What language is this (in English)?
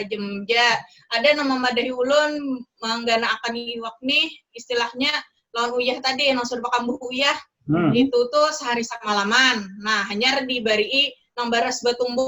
Banjar